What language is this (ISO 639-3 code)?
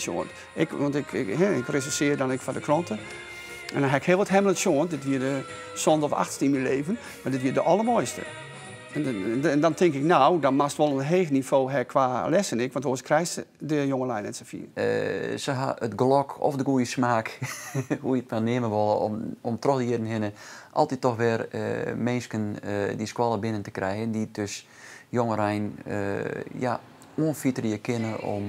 fry